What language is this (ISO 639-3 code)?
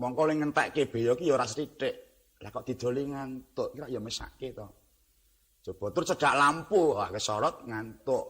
jav